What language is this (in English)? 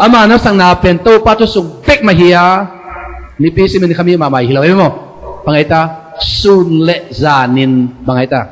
Tedim Chin